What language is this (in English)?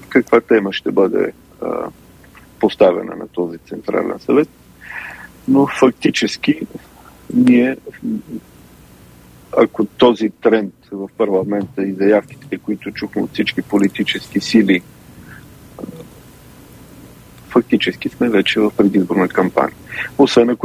Bulgarian